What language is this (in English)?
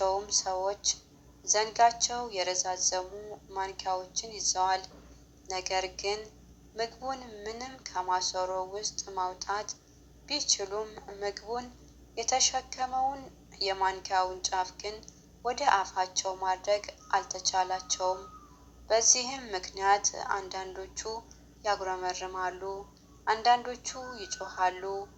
Amharic